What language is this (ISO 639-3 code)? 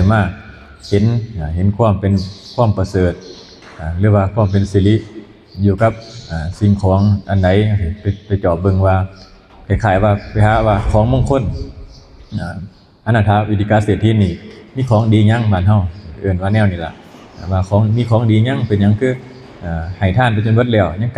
lao